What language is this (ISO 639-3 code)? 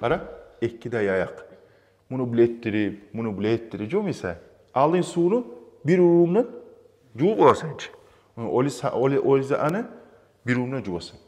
kum